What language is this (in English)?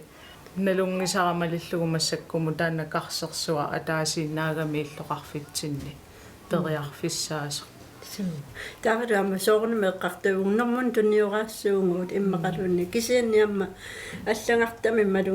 Kalaallisut